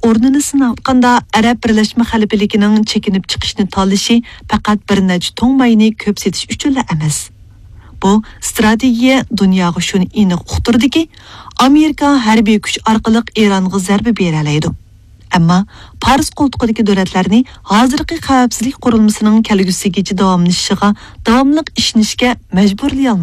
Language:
Uyghur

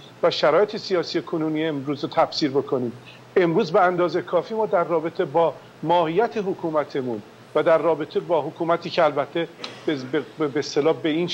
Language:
Persian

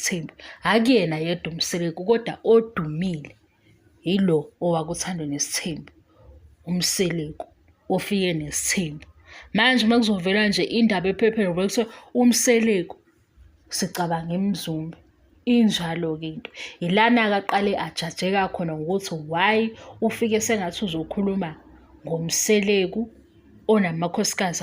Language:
Zulu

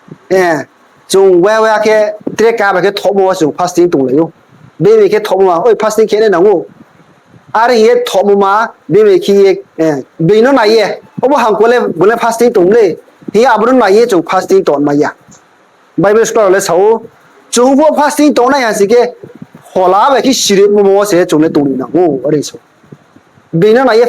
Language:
Riang (India)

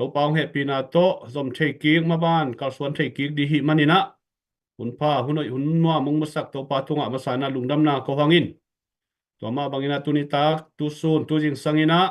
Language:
Tedim Chin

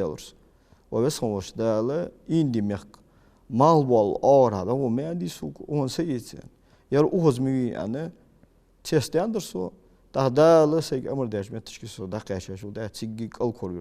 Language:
Ingush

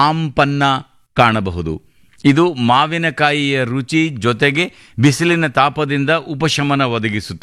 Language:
Kannada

